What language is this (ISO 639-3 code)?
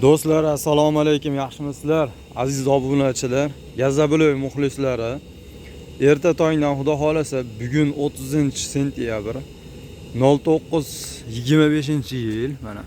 uzb